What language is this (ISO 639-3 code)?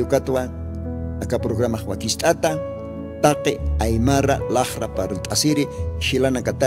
aym